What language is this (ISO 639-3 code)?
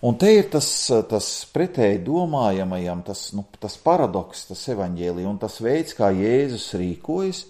lav